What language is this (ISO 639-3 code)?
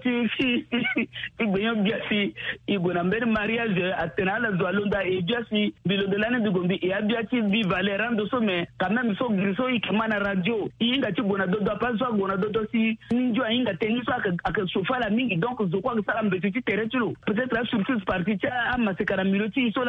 sag